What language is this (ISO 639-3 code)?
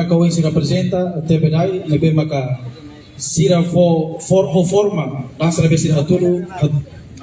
tet